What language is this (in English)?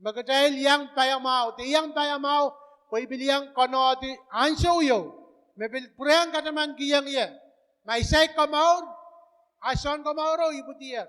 Pohnpeian